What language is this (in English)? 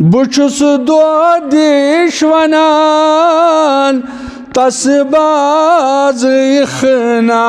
Kashmiri